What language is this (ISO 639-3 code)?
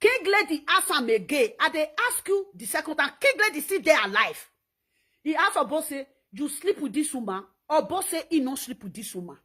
pcm